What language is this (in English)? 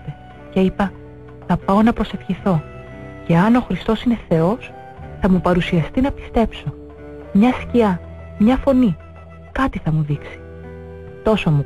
Greek